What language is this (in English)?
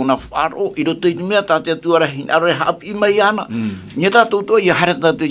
Tahitian